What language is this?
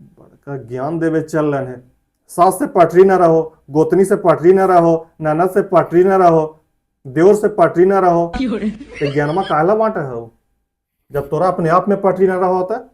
Magahi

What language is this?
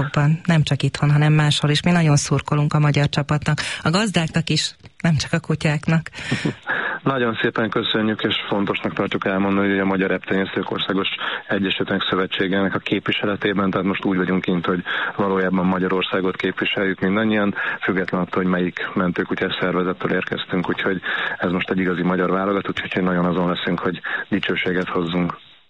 Hungarian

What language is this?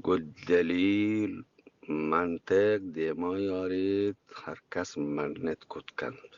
Eastern Balochi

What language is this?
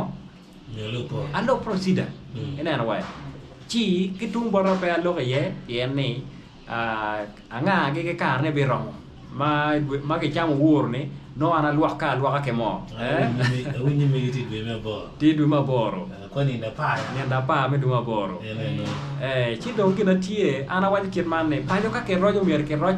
Acoli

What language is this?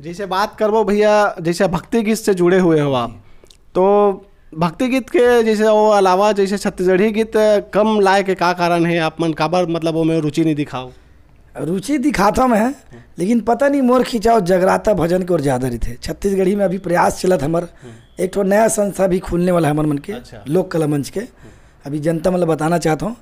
Chhattisgarhi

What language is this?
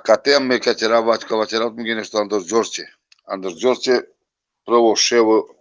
Balkan Romani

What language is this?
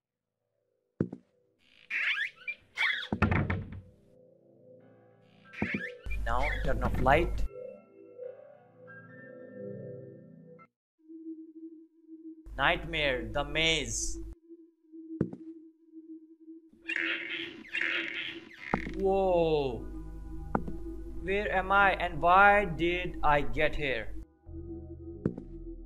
English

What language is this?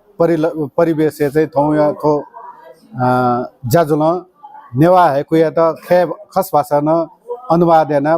Newari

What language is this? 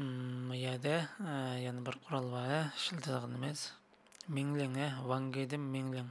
Uyghur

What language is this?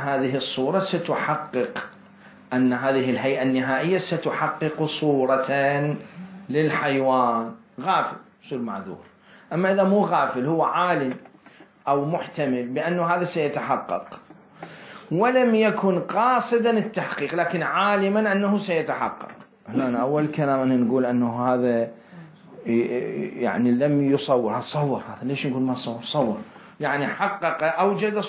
Mesopotamian Arabic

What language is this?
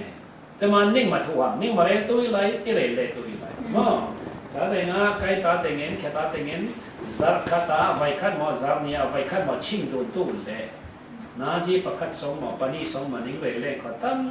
Falam Chin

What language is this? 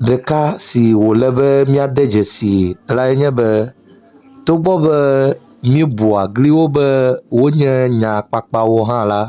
Ewe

